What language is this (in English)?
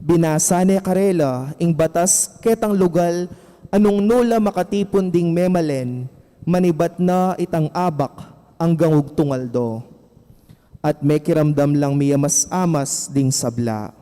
Pampanga